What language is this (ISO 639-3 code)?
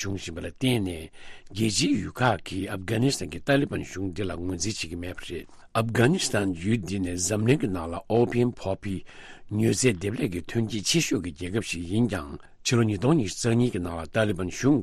bod